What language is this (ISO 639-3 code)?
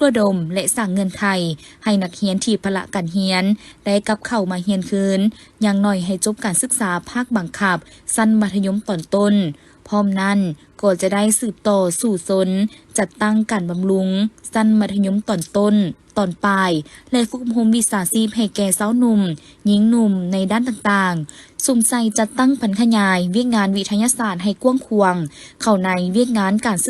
lao